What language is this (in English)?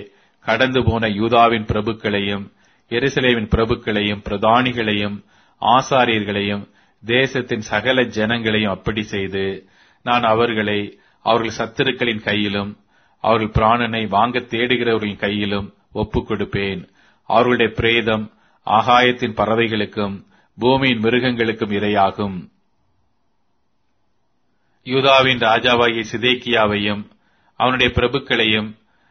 Tamil